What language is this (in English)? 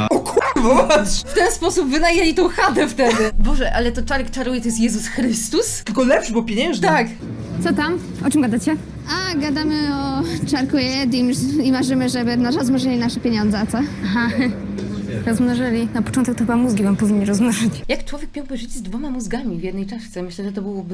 Polish